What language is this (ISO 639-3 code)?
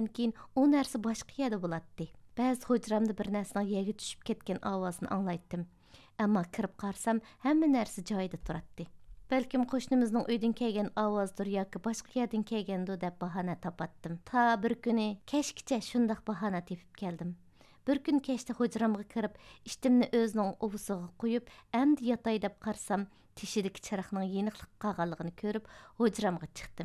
uig